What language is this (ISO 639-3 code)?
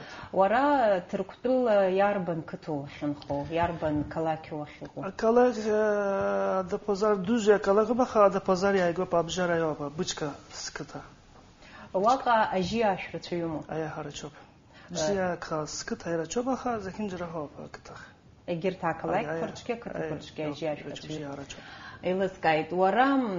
abk